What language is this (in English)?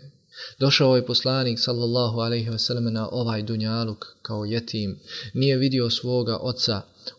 Bosnian